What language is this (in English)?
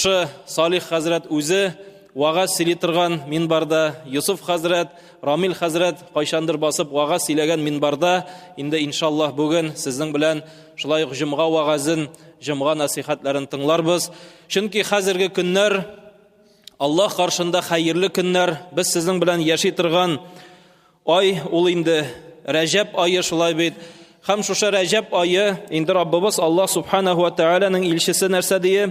Tatar